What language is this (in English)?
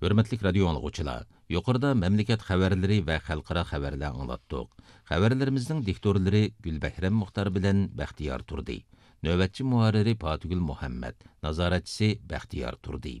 Uyghur